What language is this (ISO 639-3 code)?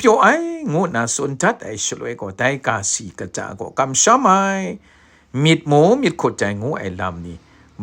kac